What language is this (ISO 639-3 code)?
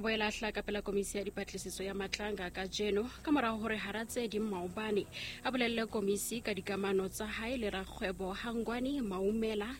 sot